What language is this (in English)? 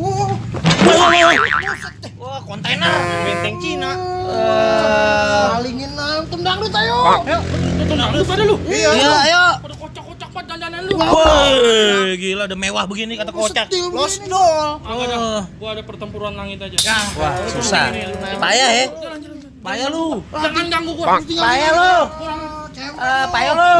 Betawi